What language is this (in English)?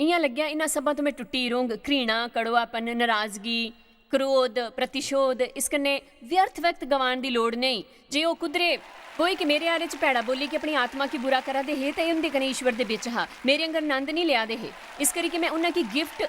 Dogri